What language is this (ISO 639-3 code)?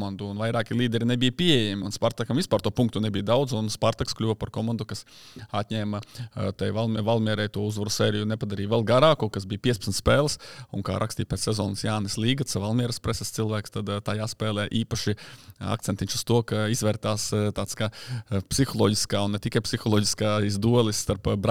lav